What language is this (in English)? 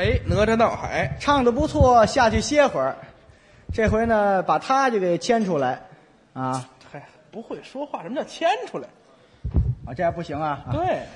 Chinese